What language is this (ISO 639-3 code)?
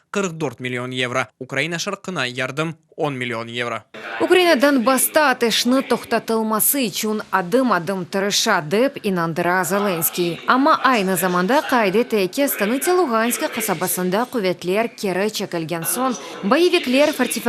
crh